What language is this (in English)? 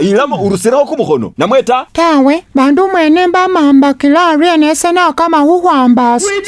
Masaaba